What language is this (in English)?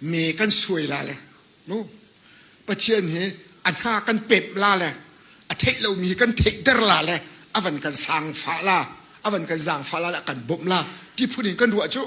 Hakha Chin